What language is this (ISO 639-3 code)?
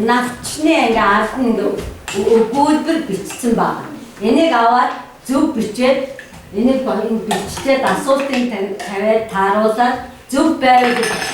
mon